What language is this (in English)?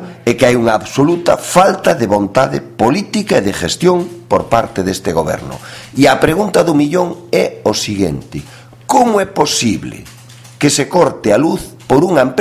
Galician